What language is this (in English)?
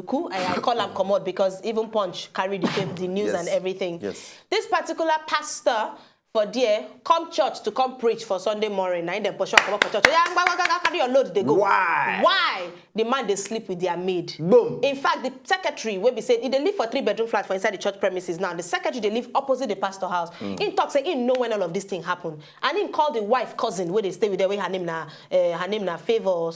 Nigerian Pidgin